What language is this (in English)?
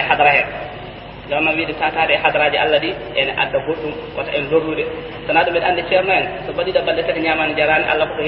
Fula